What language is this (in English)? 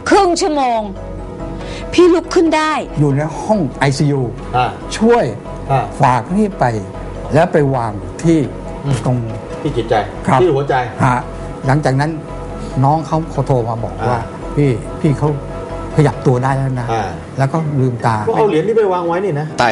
Thai